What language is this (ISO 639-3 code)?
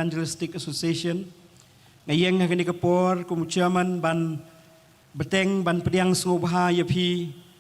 kha